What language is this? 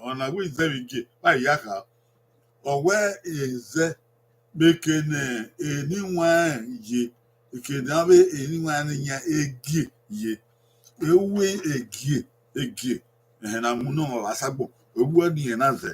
Bini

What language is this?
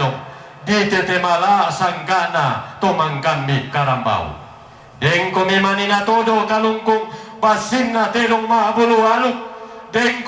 Toraja-Sa'dan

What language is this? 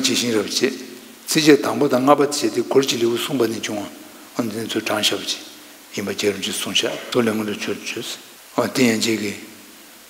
Tibetan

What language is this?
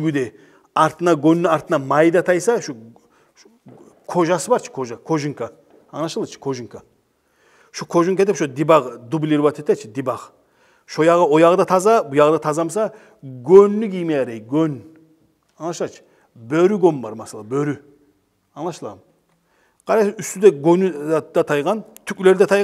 Kumyk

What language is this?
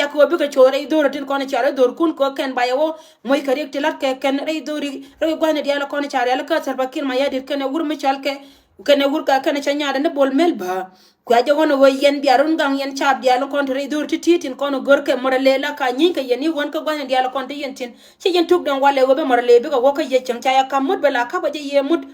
Nuer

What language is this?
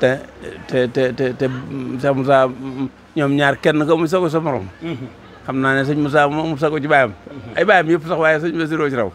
Wolof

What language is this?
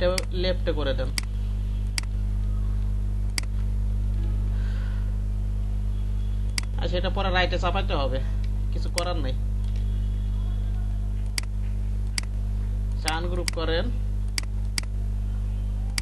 Bangla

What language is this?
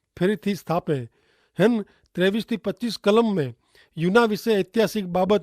Kachhi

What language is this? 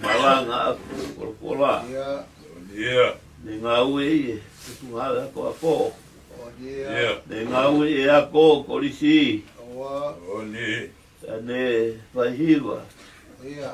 Tongan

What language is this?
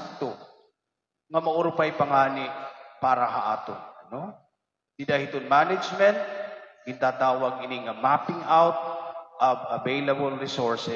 Waray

